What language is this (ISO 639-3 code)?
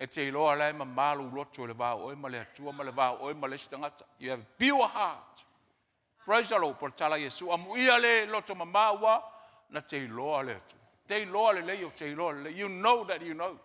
smo